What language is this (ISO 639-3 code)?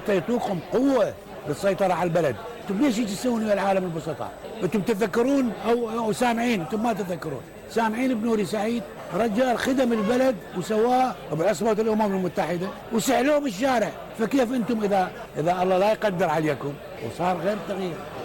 acm